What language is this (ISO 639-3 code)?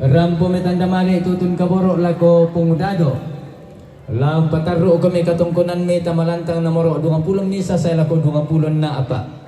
sda